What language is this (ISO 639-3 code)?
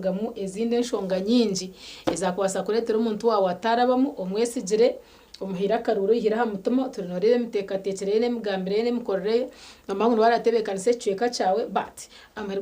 nyn